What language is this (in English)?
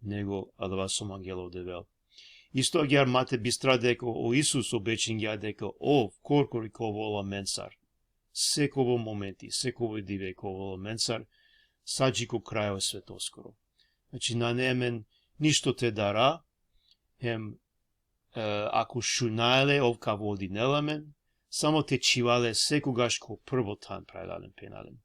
Balkan Romani